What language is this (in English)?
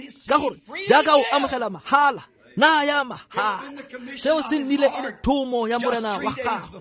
Tswana